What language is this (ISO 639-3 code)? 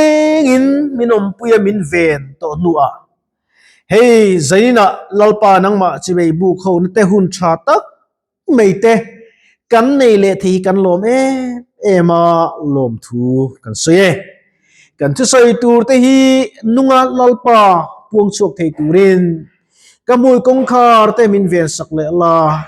lus